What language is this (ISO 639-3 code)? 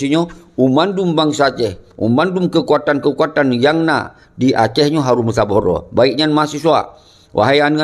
ace